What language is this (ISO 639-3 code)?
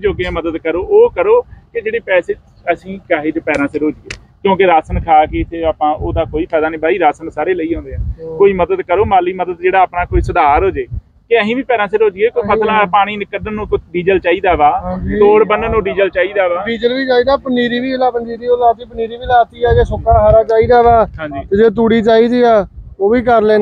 pan